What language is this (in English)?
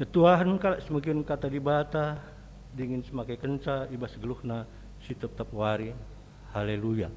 Batak Karo